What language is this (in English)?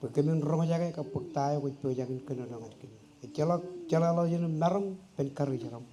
Marshallese